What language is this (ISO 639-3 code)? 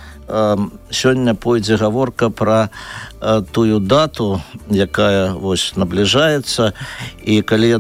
bel